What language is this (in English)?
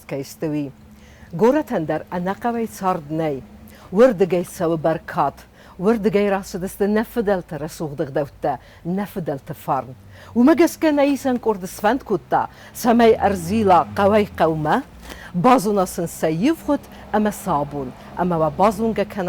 Ossetic